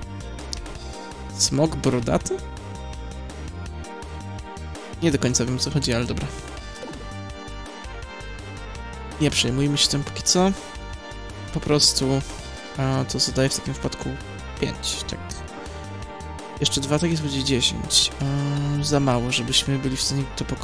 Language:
Polish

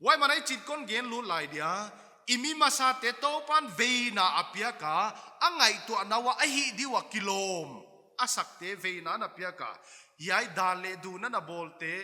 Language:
Paite Chin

